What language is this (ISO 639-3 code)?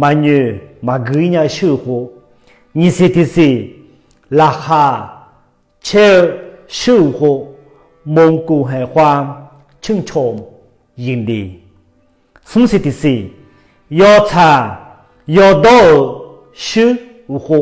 ahk